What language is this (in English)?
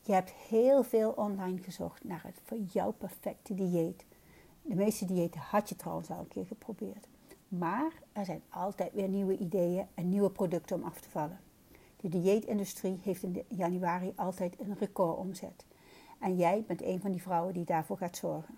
Dutch